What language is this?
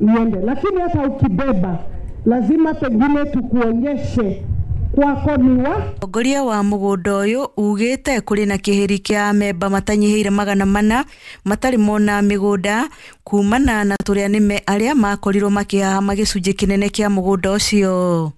Kikuyu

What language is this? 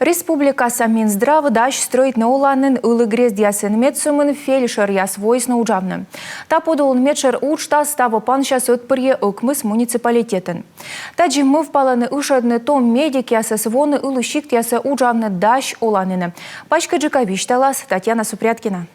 Komi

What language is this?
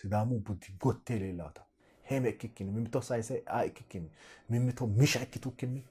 Sidamo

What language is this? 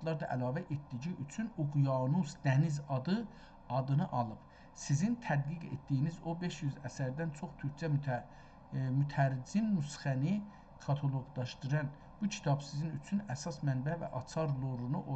South Azerbaijani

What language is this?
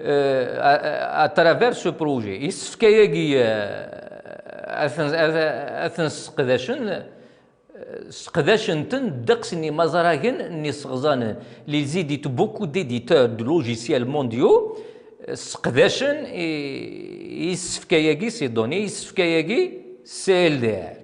Kabyle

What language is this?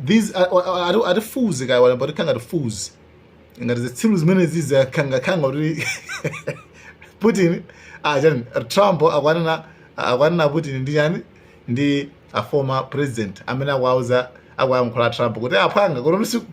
Nyanja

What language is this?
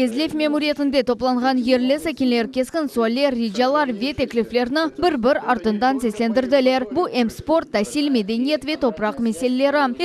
Crimean Tatar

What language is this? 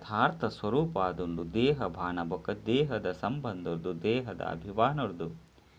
Tulu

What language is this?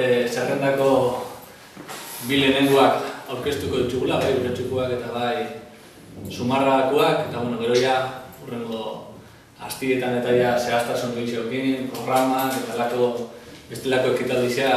Basque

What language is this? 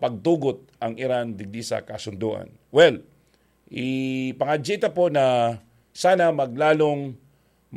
Bikol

